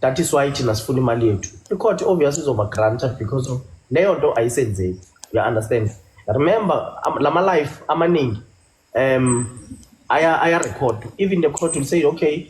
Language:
Zulu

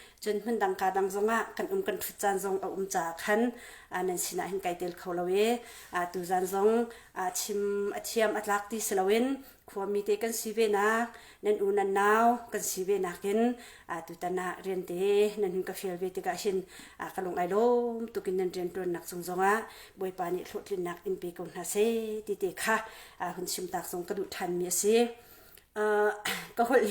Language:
Hakha Chin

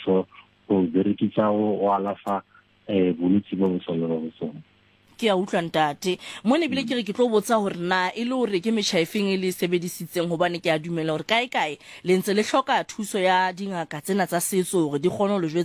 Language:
Tswana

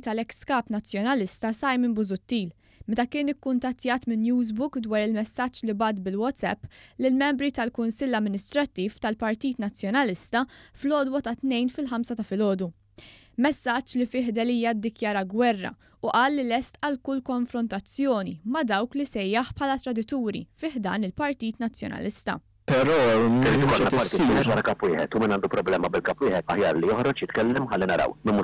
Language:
Maltese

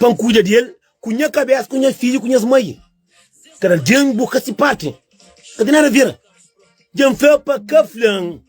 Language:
Kabuverdianu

